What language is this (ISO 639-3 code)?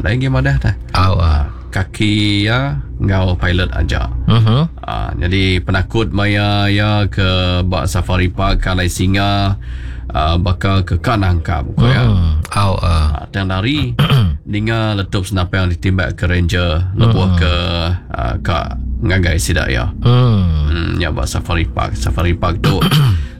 iba